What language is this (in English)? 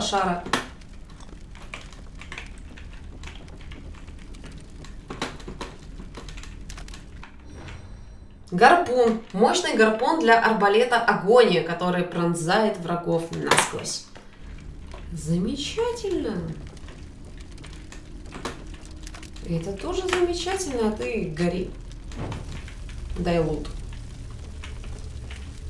Russian